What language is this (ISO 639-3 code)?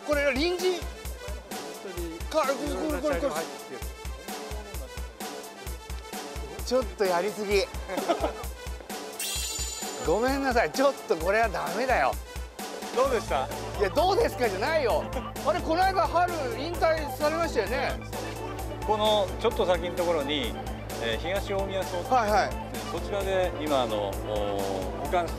jpn